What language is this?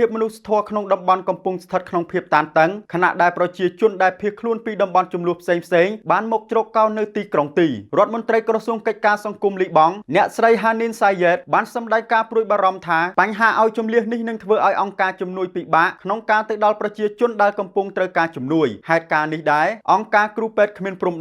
Khmer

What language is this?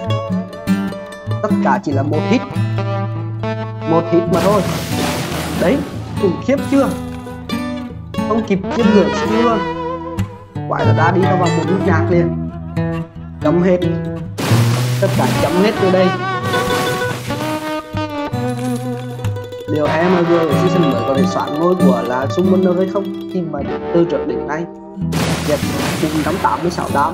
Vietnamese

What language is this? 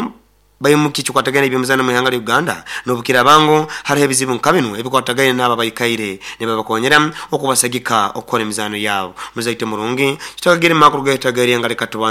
Nyoro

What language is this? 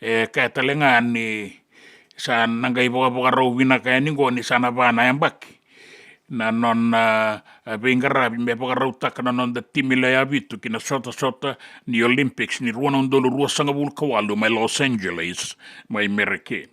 Fijian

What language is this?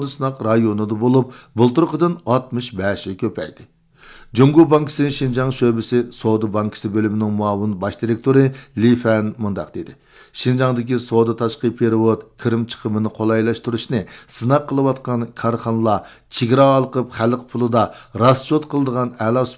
Uyghur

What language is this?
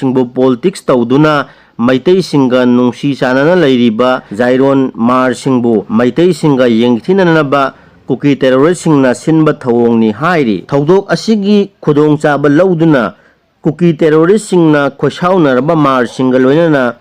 Manipuri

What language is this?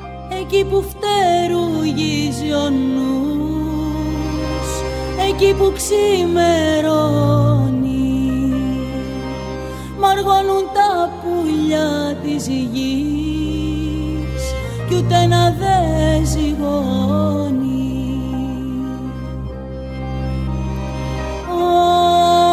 Greek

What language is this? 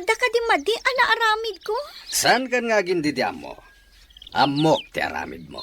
Iloko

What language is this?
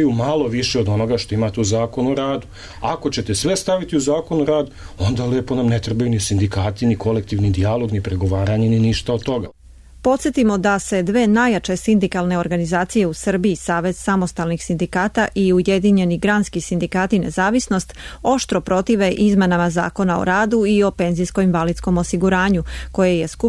Serbian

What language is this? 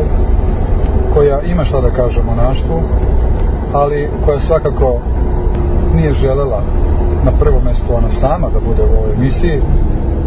Serbian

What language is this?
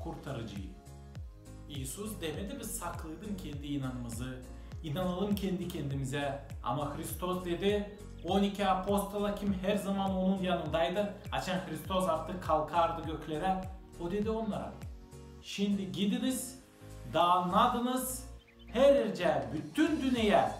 Gagauz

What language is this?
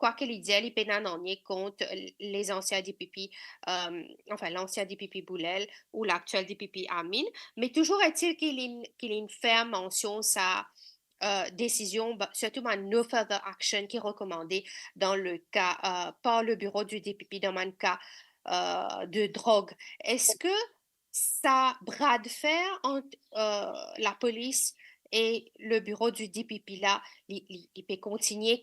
Morisyen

